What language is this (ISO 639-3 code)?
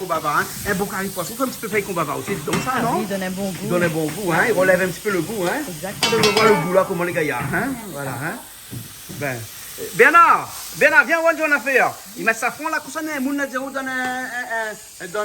rcf